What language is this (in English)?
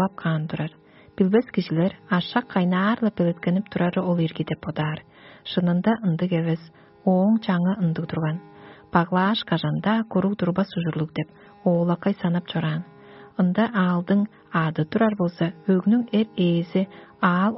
Tuvinian